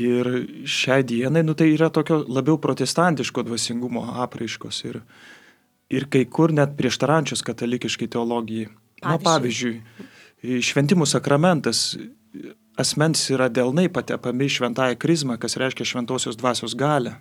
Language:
Lithuanian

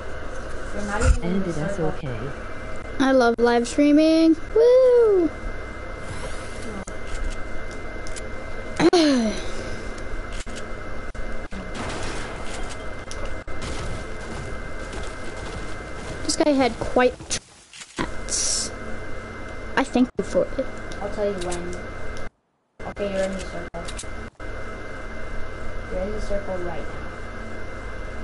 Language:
English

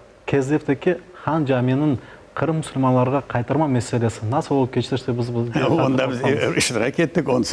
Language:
Crimean Tatar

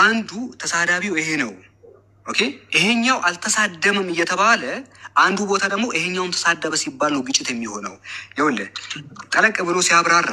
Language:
Amharic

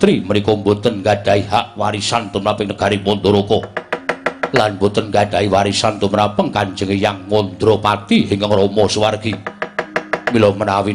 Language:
Javanese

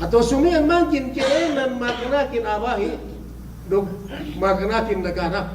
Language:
Yakan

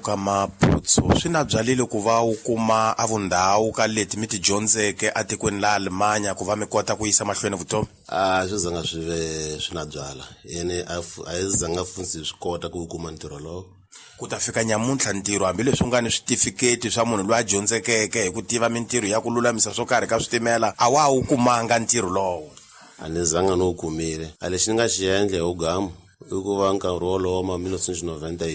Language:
Tsonga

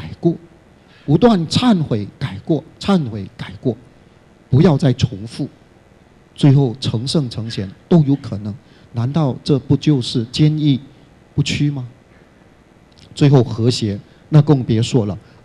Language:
Chinese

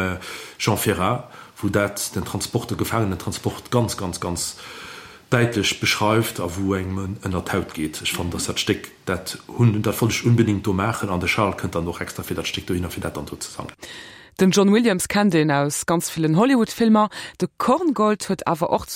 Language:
Luxembourgish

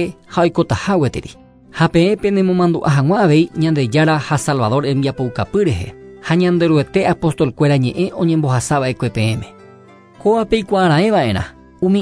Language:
Guarani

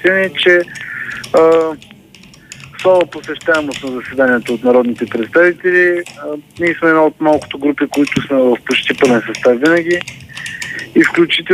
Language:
Bulgarian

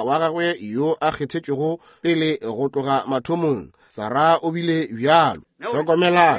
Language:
Northern Sotho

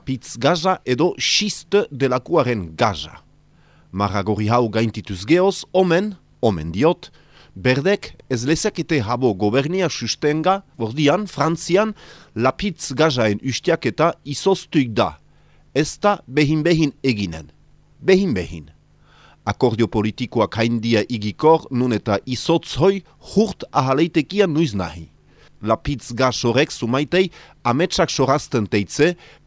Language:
Basque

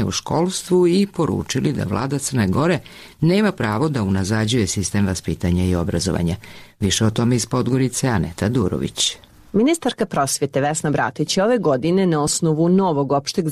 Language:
Serbian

